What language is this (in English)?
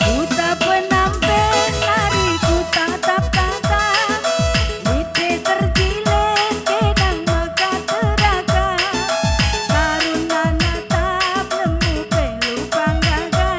Batak Karo